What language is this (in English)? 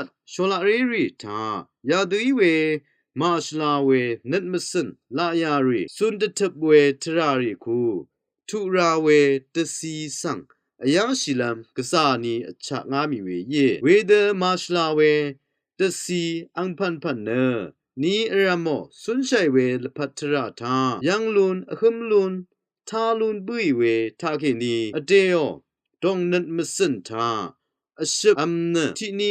Rawang